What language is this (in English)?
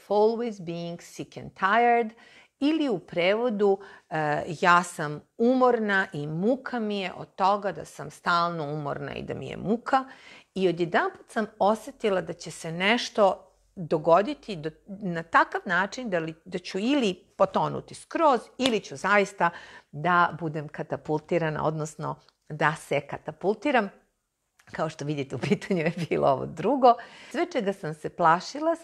Serbian